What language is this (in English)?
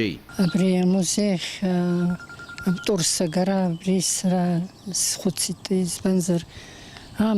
Abkhazian